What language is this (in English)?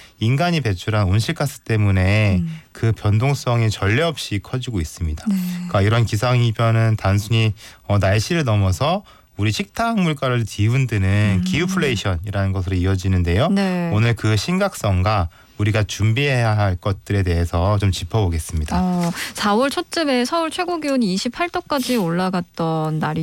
Korean